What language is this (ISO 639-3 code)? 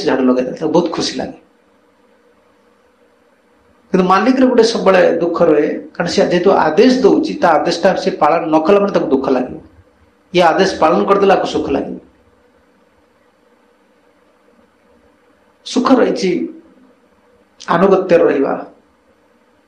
ori